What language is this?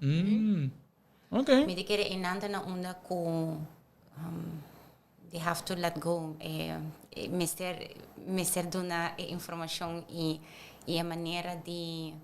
Papiamento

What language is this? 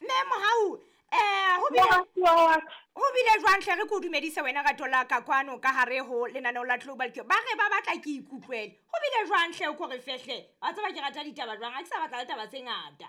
Southern Sotho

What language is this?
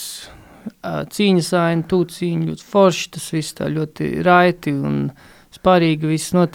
Latvian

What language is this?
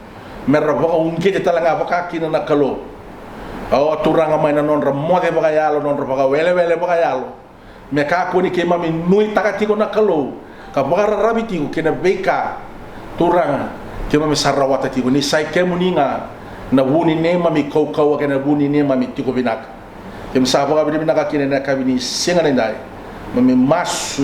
Fijian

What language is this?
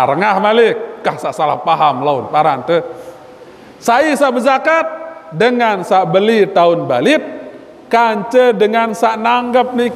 Sasak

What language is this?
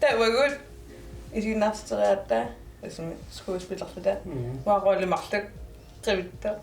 Kalaallisut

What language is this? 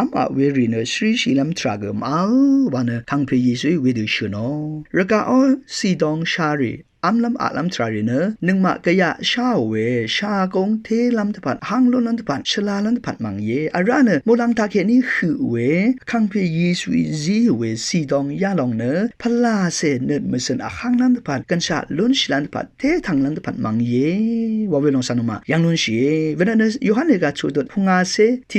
Rawang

